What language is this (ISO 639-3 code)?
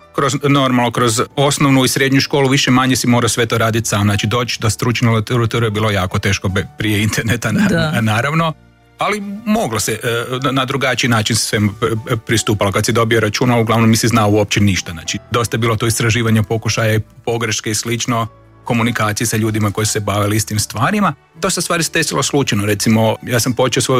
hrv